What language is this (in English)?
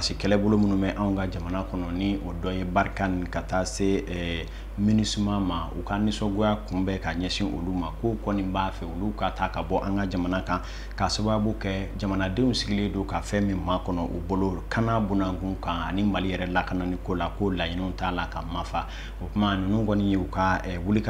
Bambara